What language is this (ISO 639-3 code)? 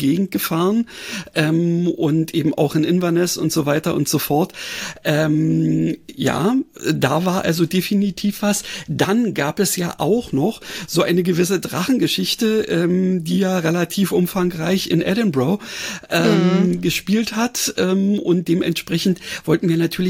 deu